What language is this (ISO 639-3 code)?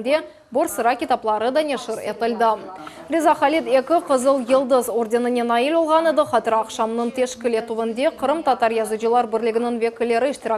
crh